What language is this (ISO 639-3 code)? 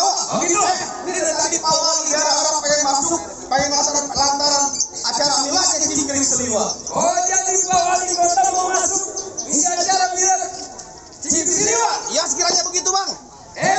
bew